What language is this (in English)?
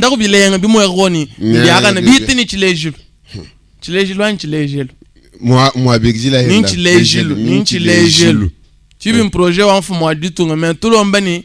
Luba-Lulua